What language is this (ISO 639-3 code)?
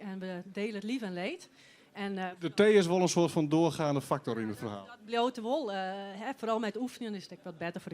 fry